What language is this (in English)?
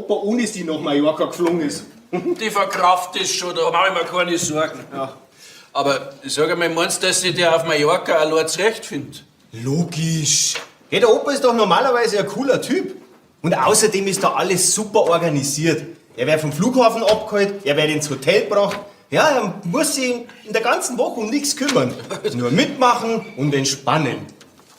Bavarian